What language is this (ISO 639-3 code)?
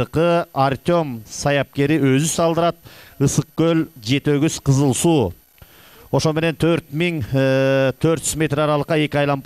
kir